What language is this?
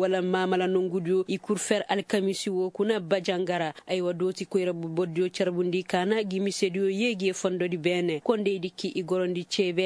Koyraboro Senni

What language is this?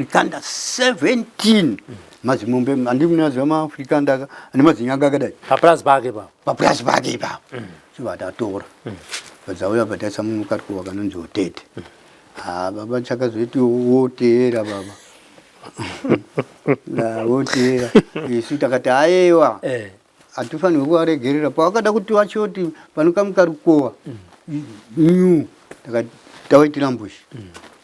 Shona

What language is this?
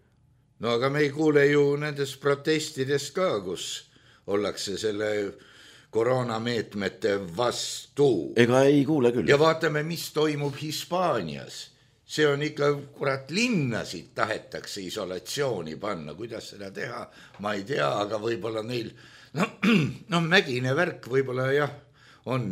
Estonian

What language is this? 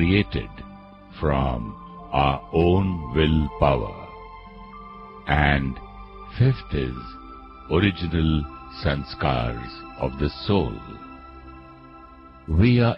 Hindi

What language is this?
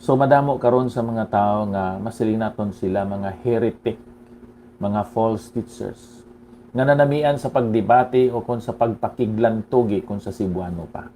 Hiligaynon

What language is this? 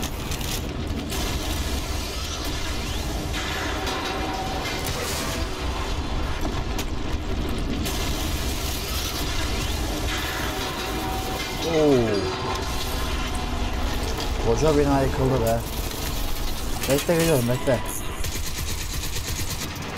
Turkish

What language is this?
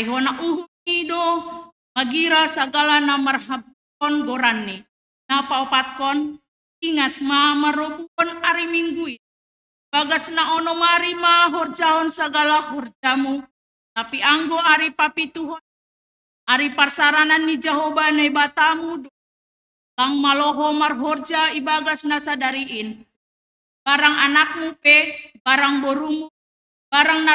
Batak Simalungun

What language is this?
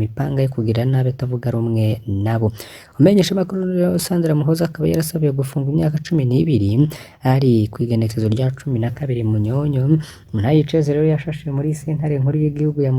Rundi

